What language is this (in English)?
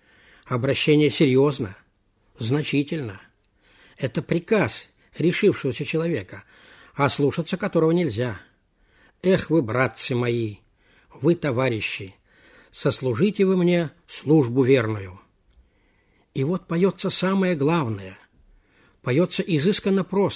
Russian